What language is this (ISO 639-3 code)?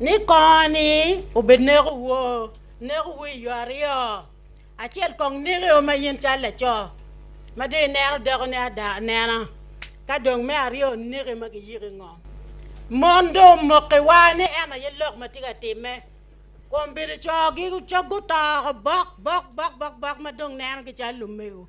ach